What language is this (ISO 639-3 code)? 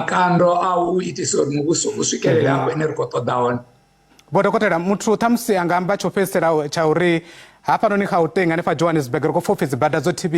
ven